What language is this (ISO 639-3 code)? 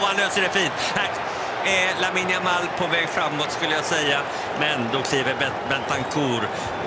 swe